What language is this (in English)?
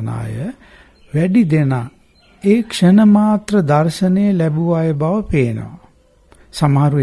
Sinhala